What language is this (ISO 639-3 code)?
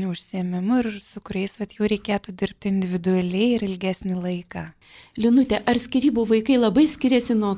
lit